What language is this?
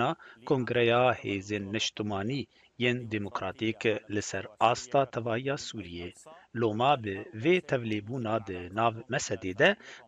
Kurdish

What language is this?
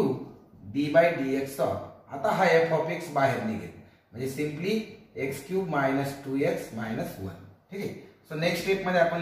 Marathi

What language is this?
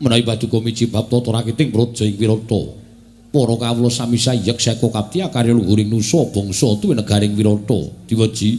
Javanese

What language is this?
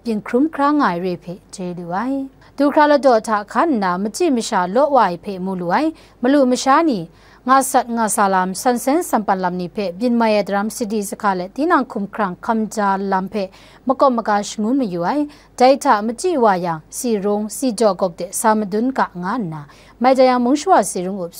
Kachin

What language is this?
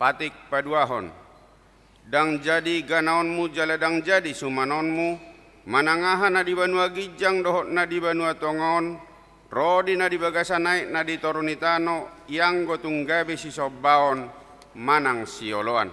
Batak Toba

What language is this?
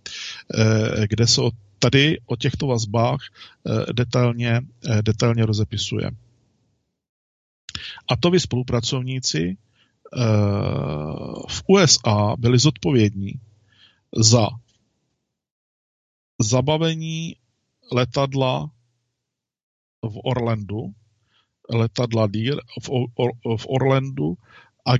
Czech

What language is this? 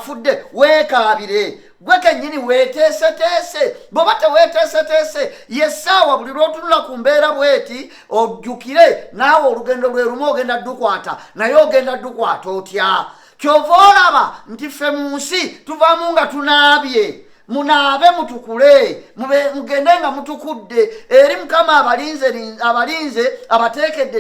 Ganda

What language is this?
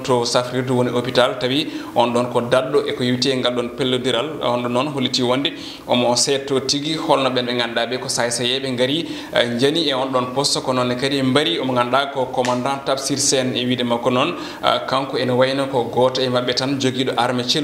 Fula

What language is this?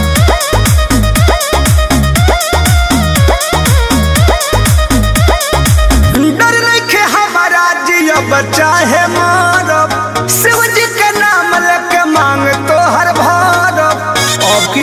Bhojpuri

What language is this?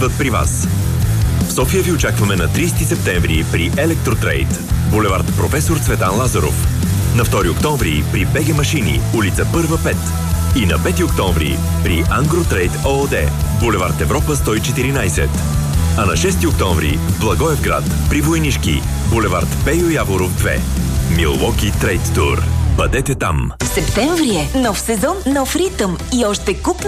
Bulgarian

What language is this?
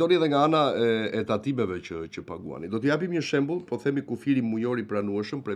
Albanian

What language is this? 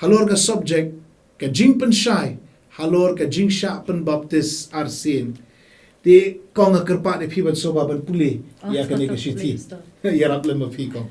Khasi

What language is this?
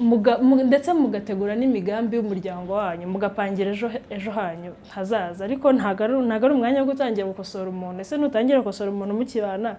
Kinyarwanda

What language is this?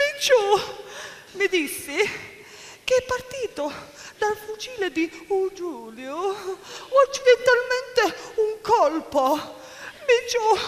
Sicilian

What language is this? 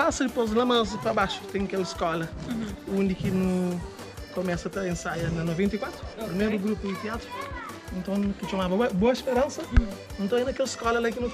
Kabuverdianu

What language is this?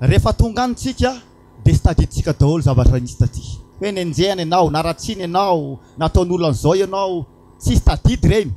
Malagasy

